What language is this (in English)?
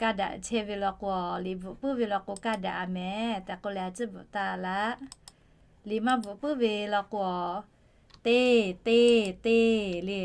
Lahu